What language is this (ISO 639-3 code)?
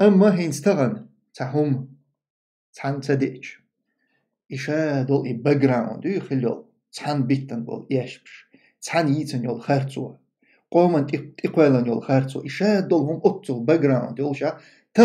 che